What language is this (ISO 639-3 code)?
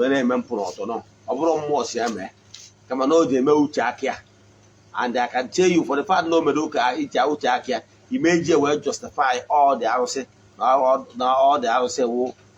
ibo